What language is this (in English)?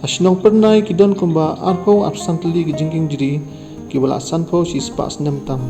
Khasi